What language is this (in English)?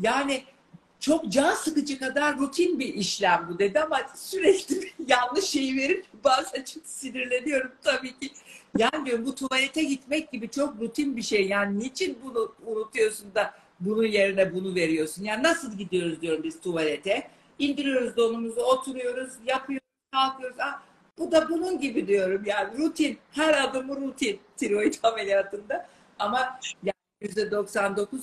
Turkish